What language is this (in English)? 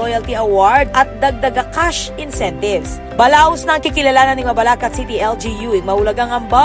Pampanga